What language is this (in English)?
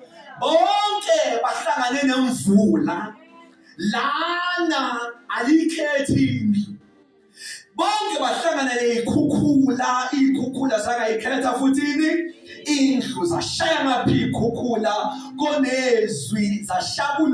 Zulu